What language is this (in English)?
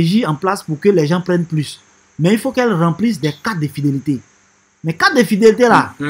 French